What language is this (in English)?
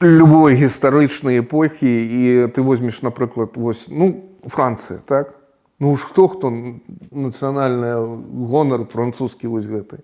Belarusian